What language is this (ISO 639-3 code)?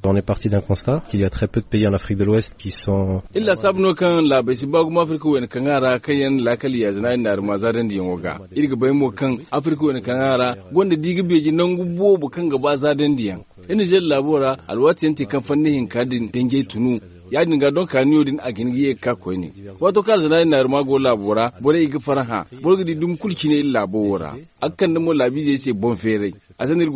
dje